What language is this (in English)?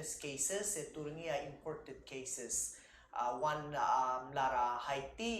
Palauan